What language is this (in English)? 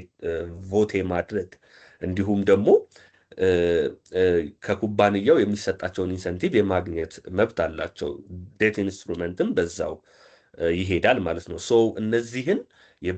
Amharic